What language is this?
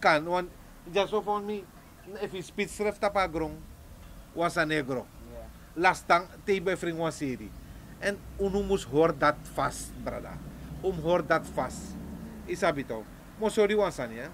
Sranan Tongo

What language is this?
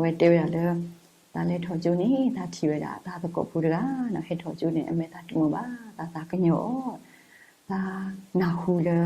S'gaw Karen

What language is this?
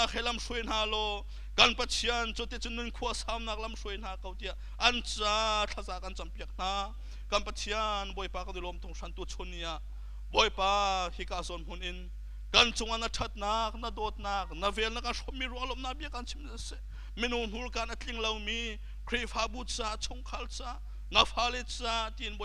Hakha Chin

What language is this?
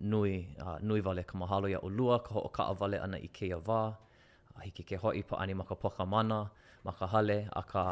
Hawaiian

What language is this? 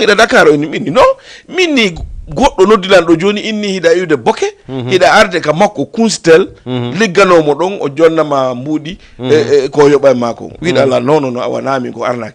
Fula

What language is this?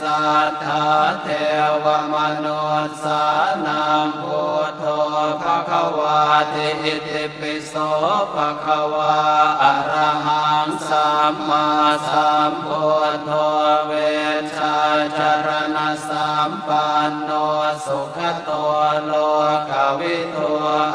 Pali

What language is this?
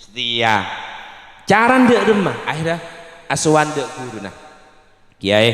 Madurese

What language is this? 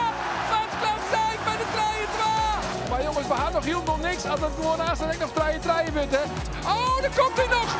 Western Frisian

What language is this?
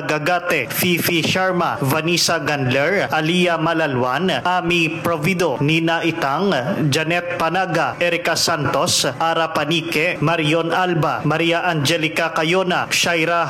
Hiligaynon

